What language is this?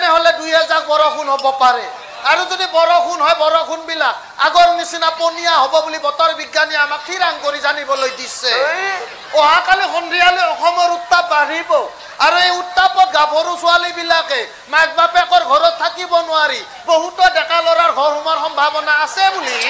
Assamese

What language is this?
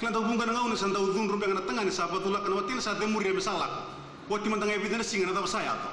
Fijian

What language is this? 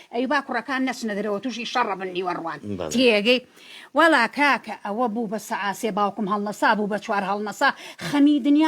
Central Kurdish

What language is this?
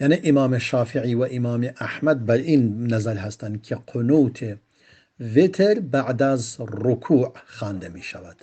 Persian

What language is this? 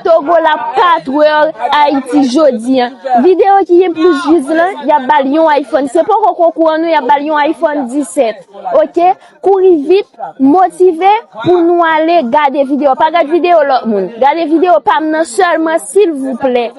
Haitian Creole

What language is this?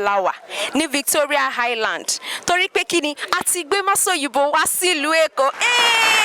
Yoruba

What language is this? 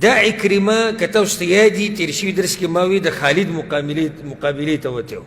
Pashto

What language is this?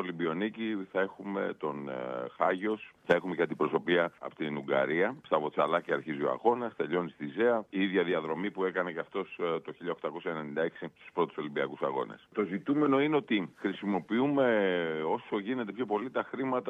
Greek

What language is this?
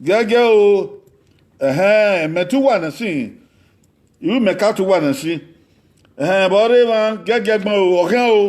Bini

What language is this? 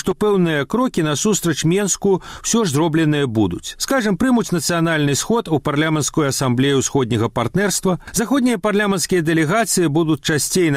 Belarusian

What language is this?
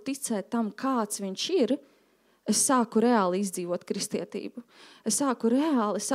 Latvian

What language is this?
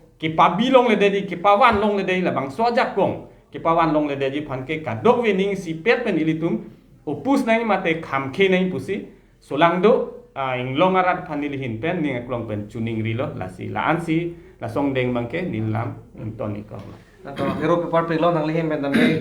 Karbi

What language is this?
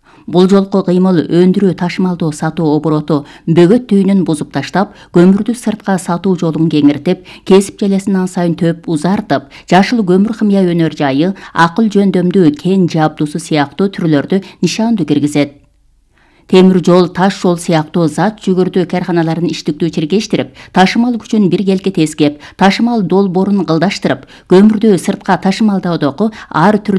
Kyrgyz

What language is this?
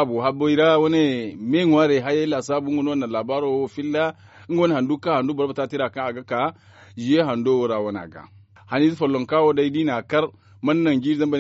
Zarma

